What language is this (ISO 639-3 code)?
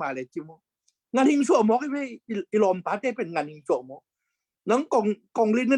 ctd